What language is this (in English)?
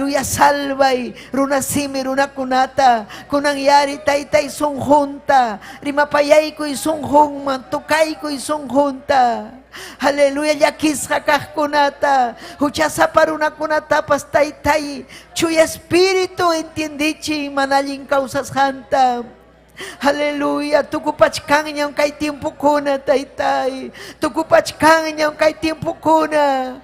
Ayacucho Quechua